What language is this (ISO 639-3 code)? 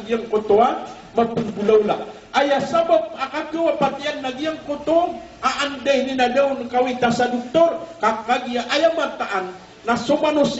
mrw